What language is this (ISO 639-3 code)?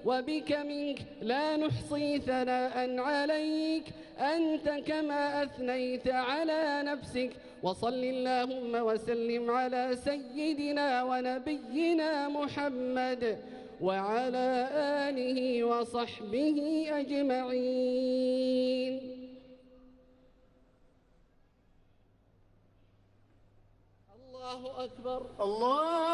ara